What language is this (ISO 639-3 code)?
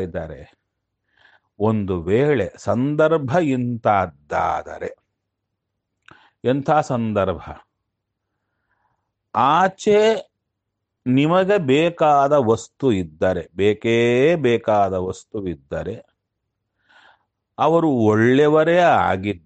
kan